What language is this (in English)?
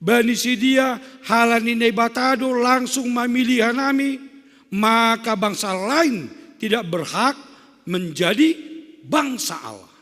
Batak Simalungun